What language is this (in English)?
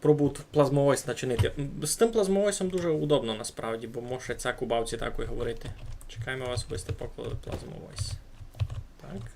Rusyn